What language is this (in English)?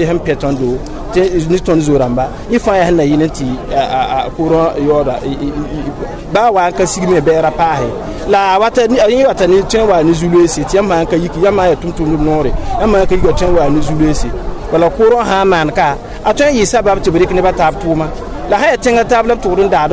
Mossi